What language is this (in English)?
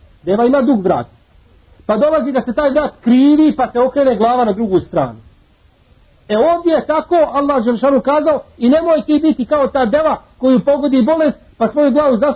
Bosnian